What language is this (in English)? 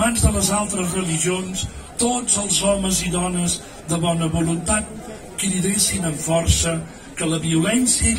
Catalan